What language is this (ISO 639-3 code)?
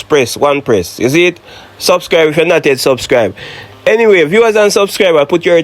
jam